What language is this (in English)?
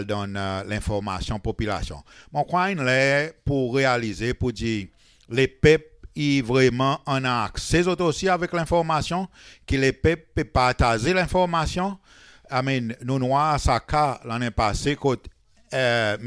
Seselwa Creole French